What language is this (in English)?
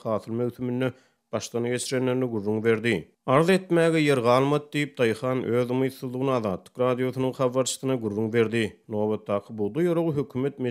Turkmen